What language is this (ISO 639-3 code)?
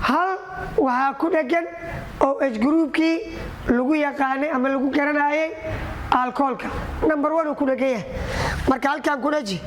som